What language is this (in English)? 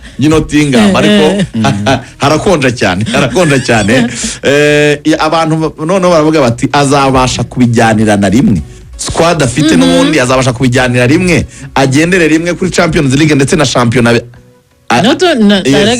Kinyarwanda